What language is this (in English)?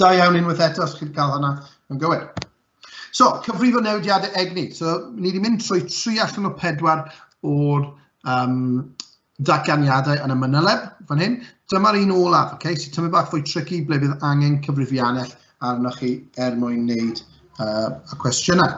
Welsh